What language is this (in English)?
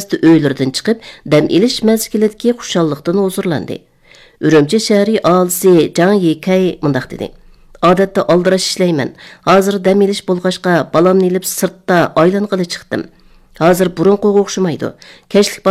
Uyghur